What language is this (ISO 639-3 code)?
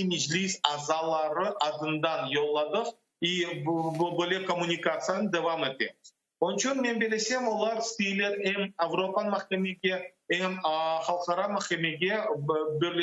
crh